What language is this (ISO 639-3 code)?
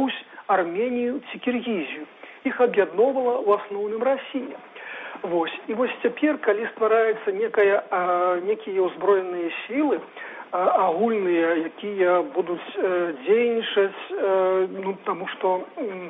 bel